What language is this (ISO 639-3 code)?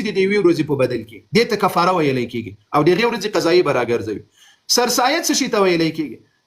pus